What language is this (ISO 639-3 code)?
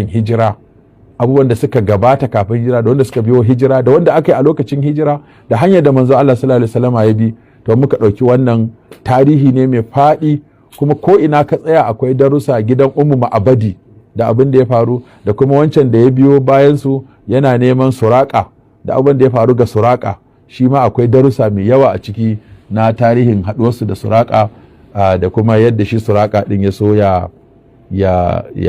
hau